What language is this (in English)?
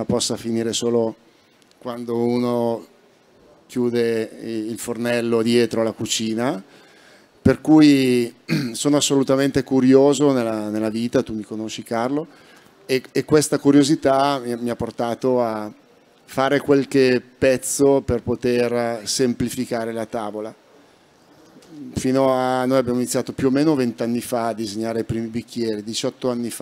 Italian